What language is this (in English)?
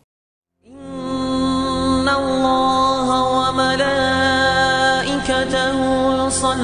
Ingush